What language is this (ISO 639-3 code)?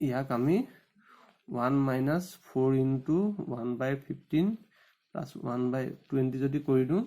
asm